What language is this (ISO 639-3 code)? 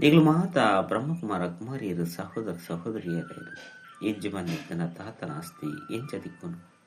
tcy